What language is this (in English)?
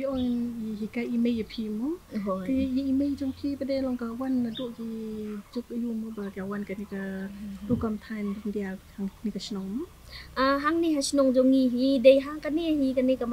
Khasi